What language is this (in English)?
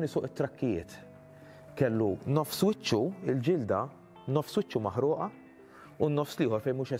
Maltese